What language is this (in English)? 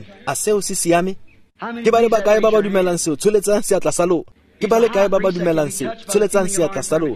Tswana